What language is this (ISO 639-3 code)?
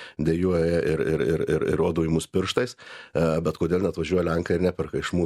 lit